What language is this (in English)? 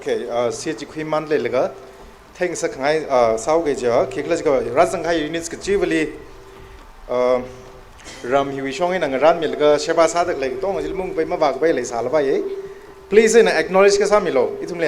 Tangkhul Naga (India)